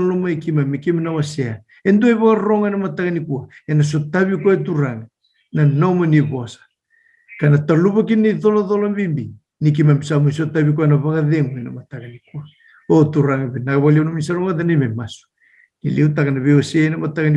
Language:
Fijian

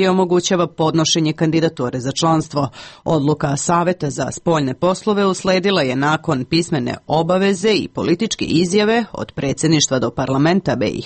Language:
Serbian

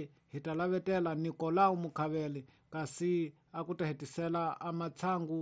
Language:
Tsonga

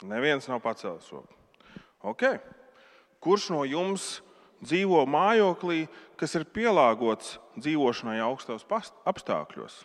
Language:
Latvian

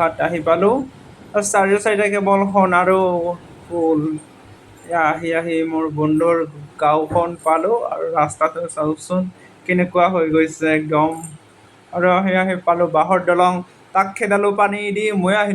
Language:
Assamese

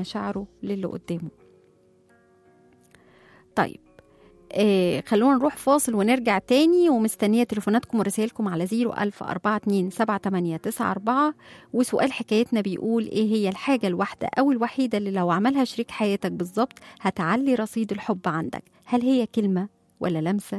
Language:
Egyptian Arabic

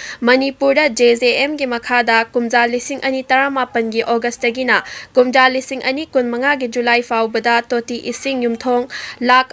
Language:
Manipuri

